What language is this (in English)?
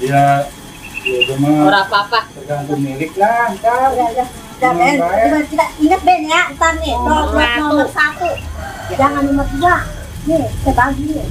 Betawi